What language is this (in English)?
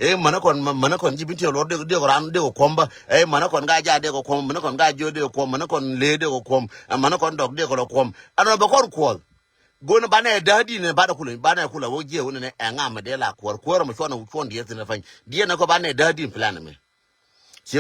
Nuer